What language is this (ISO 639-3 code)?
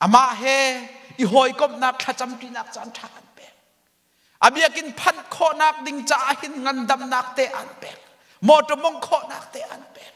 cnh